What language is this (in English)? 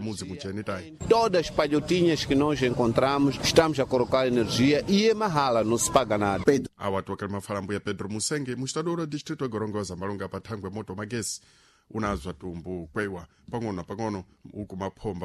Sena